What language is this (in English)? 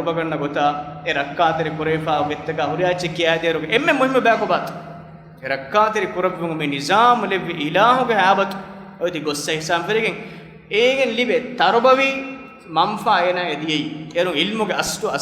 Divehi